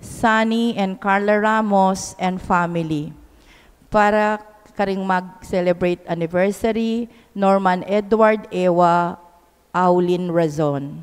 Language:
Pampanga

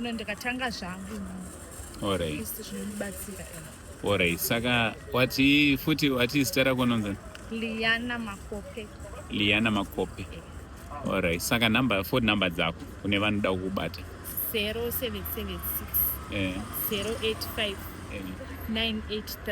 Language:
Shona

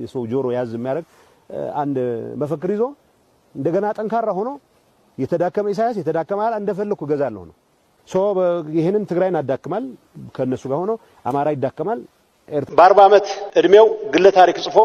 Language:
Amharic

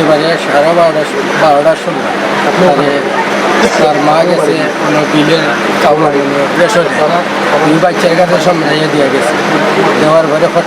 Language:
Sylheti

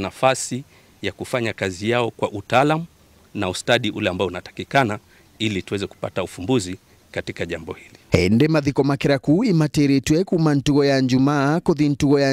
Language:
Meru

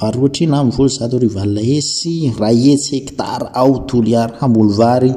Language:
Malagasy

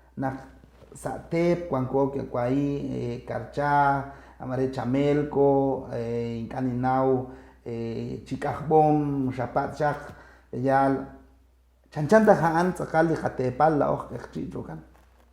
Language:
Kekchí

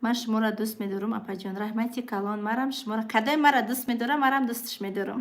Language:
Tajik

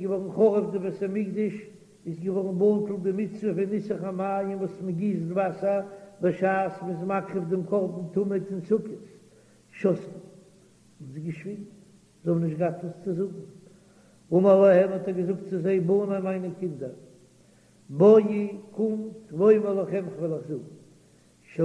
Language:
Yiddish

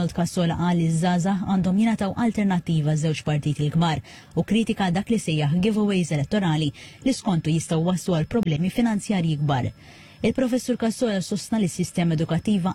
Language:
Maltese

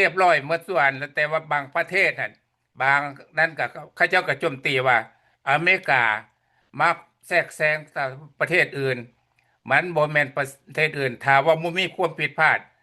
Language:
Lao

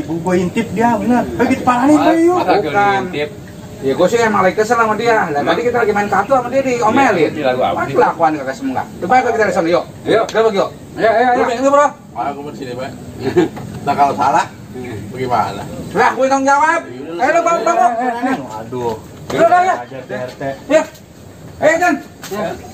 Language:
Betawi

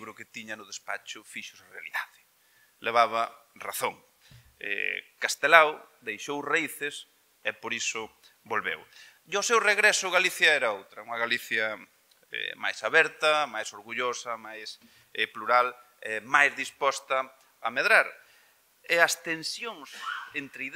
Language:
Galician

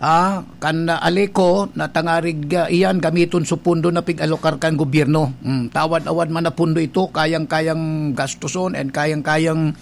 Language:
Bikol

